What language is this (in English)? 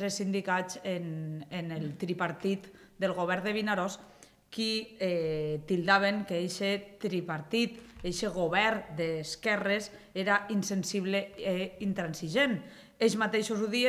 Catalan